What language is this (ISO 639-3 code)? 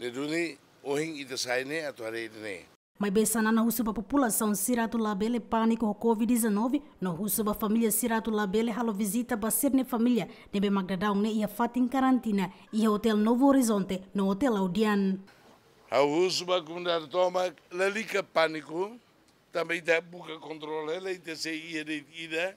tet